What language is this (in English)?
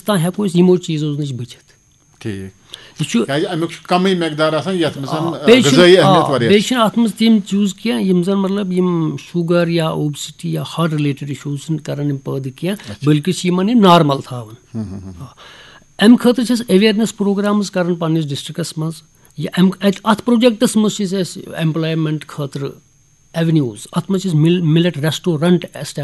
Kashmiri